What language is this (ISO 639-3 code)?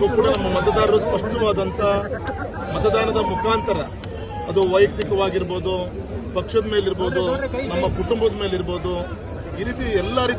kan